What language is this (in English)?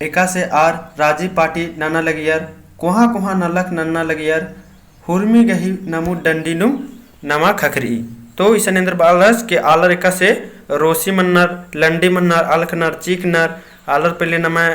Kurukh